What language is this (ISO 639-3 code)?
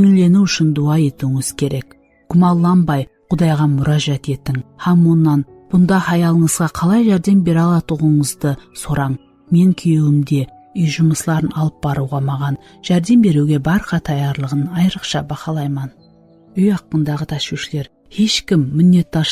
kaa